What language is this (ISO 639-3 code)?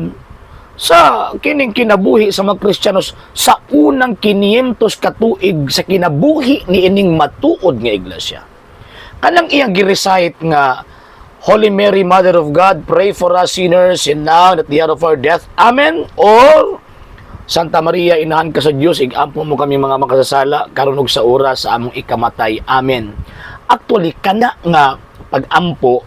ceb